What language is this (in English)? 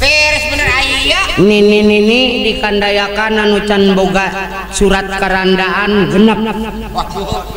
Sundanese